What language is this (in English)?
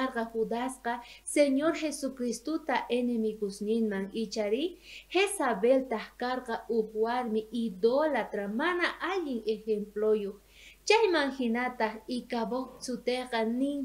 South Bolivian Quechua